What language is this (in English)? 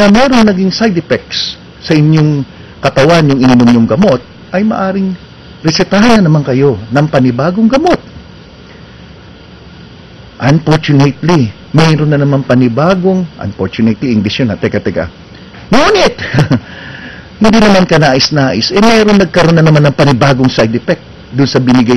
Filipino